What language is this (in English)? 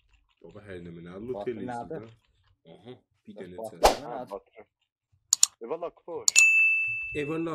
South Azerbaijani